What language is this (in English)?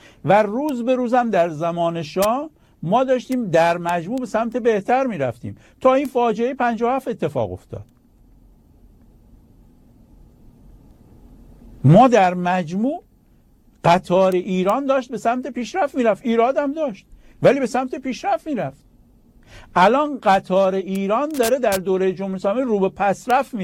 Persian